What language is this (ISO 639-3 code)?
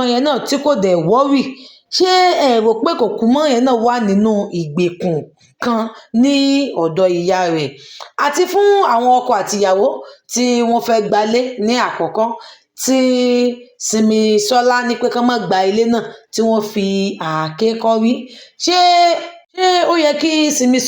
yor